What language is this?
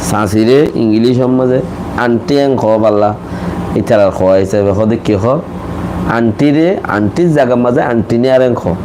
Rohingya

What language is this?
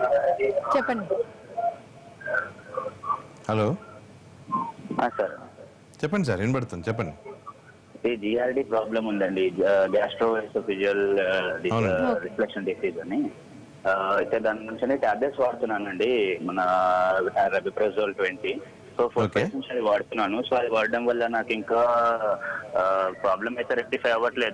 Telugu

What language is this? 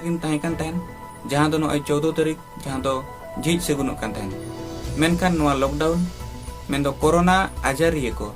Santali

